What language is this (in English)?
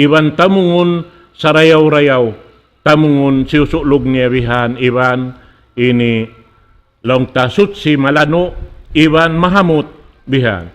Tausug